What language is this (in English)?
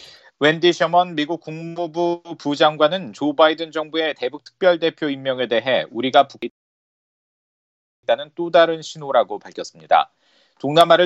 Korean